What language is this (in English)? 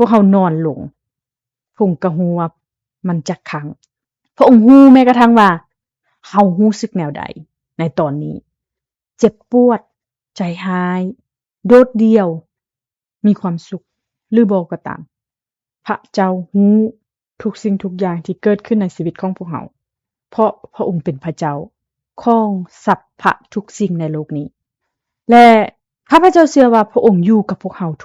Lao